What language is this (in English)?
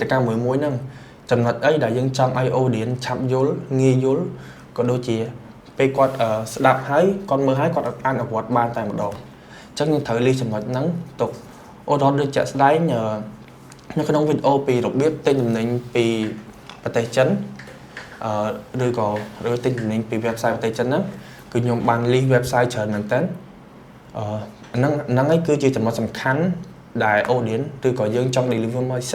Khmer